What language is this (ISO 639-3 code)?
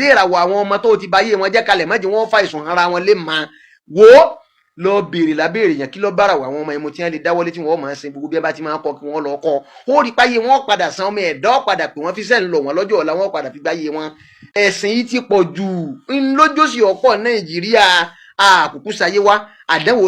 yor